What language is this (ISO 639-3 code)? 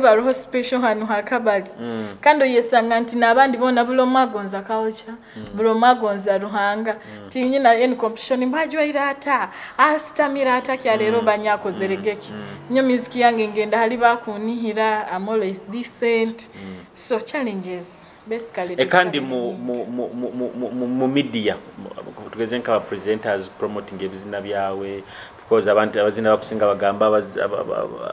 nyo